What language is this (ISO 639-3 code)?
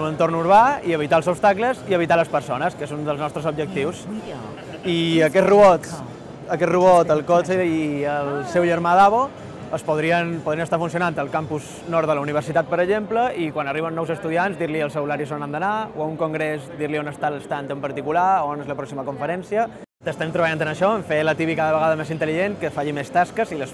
cat